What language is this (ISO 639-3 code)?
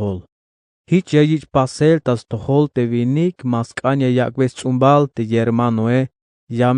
tzh